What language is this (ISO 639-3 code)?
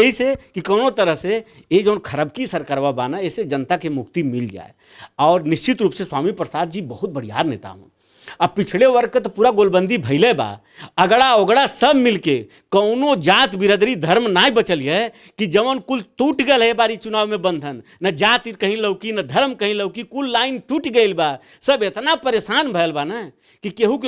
bho